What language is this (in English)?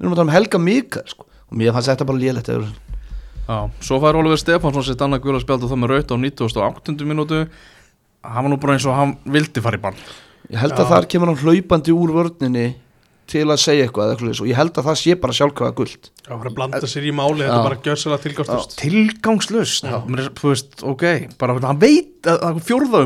Icelandic